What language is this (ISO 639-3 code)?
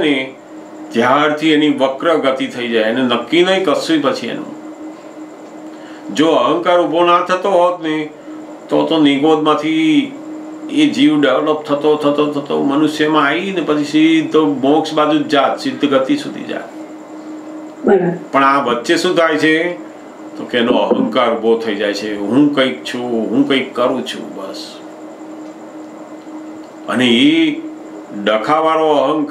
guj